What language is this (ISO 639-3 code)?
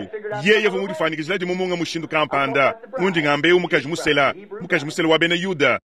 lua